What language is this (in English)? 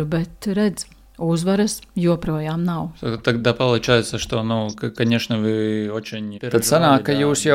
Latvian